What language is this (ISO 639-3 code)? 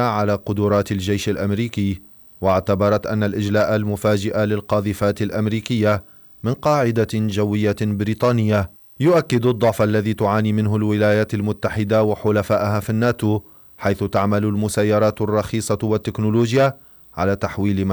ara